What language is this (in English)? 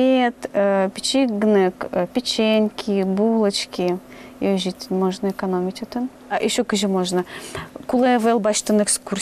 Udmurt